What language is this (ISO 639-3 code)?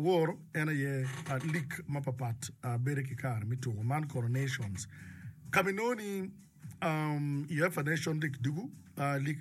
ach